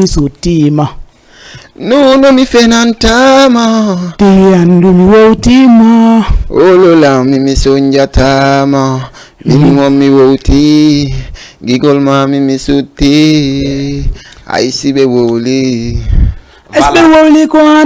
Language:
Fula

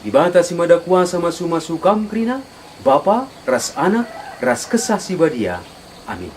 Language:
Batak Karo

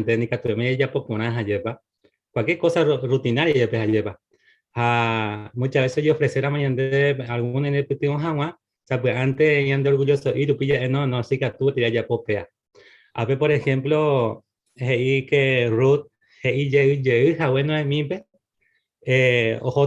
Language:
Guarani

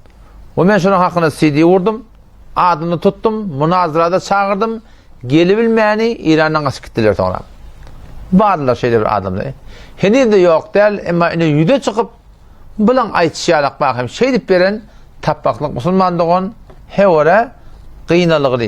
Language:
Turkmen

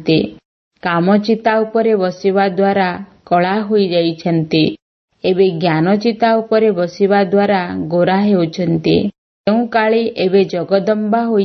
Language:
Odia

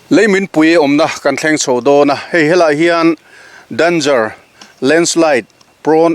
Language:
Mizo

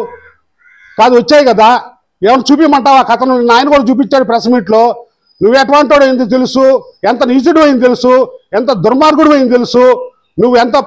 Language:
Telugu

